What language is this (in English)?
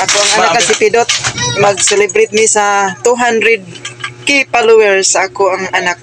Cebuano